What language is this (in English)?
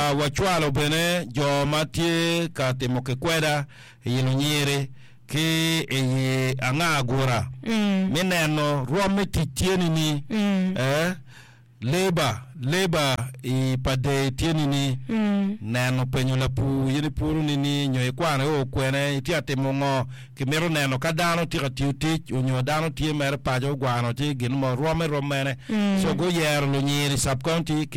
Acoli